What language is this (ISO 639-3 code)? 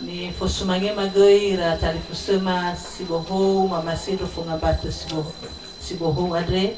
nia